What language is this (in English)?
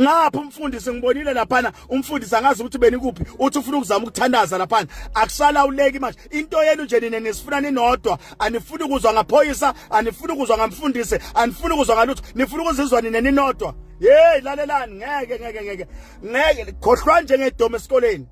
Zulu